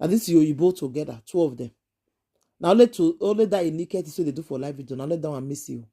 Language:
Nigerian Pidgin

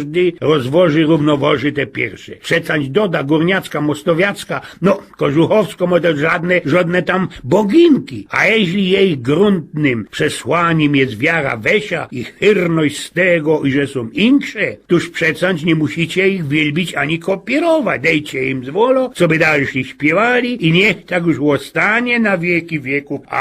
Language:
Silesian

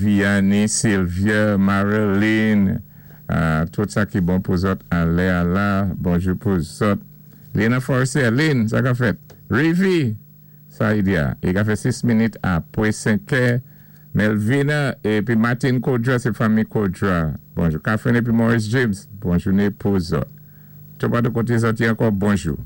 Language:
Saint Lucian Creole French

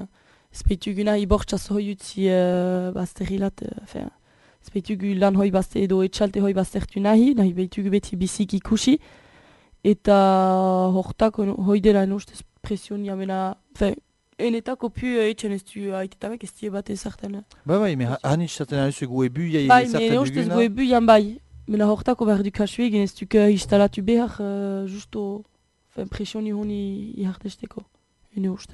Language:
Basque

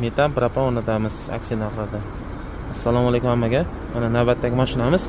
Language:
Uzbek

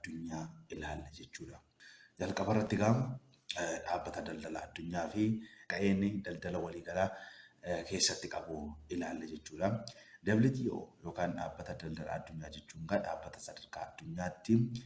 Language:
Oromo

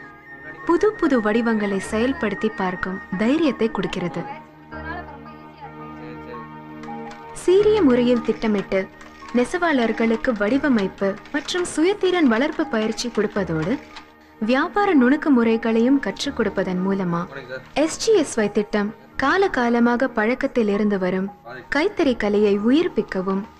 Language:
Tamil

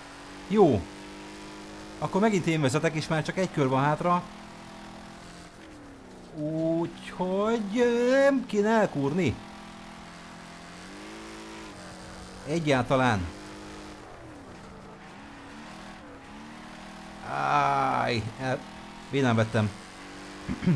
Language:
Hungarian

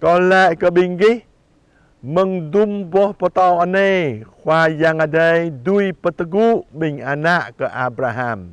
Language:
Jarai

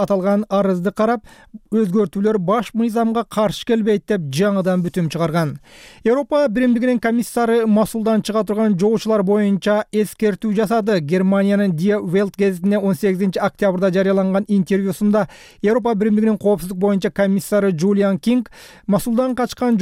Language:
Kyrgyz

